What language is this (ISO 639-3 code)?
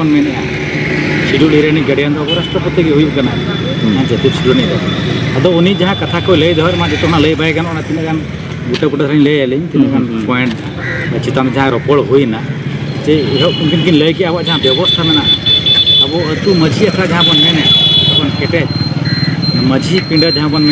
sat